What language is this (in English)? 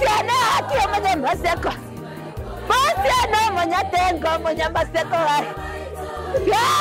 Gusii